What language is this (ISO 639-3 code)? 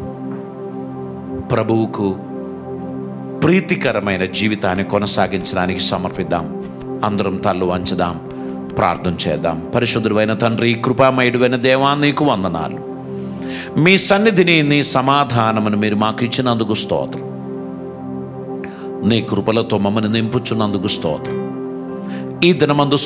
tel